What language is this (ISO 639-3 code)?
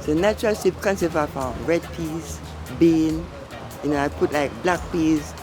jam